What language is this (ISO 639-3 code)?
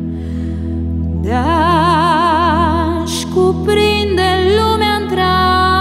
ron